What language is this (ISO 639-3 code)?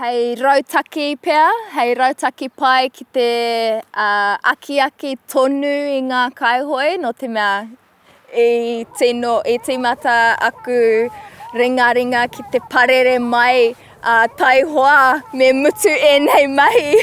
mri